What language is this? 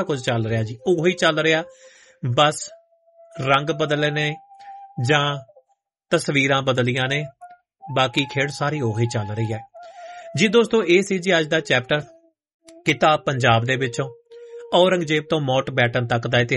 Punjabi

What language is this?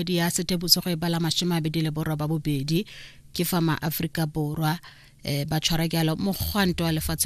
Tswana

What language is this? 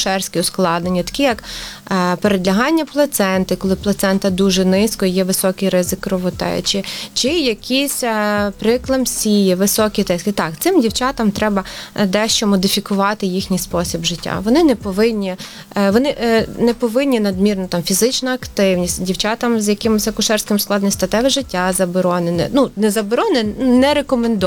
Ukrainian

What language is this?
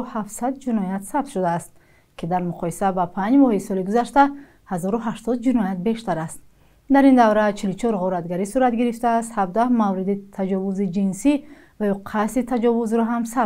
Tajik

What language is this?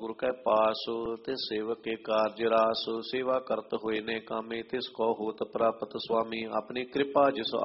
Punjabi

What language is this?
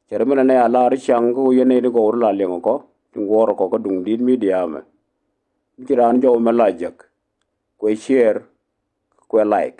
Nuer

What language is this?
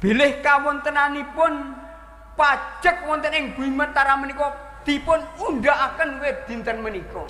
Javanese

